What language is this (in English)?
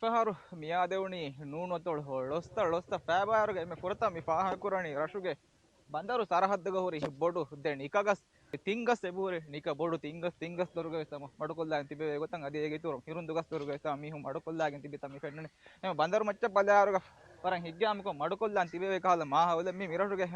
Divehi